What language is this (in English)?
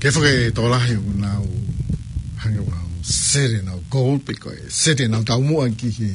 Tongan